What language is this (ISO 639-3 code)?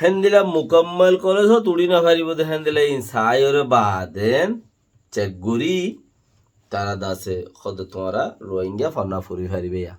rhg